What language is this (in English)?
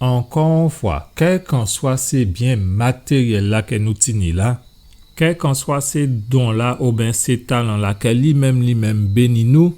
Guadeloupean Creole French